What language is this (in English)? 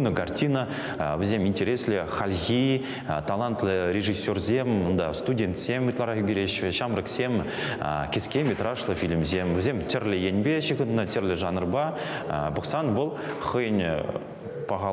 Chuvash